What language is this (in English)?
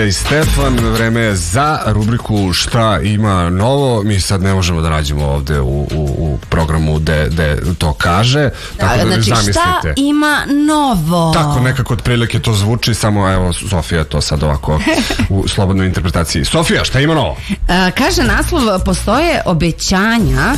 Serbian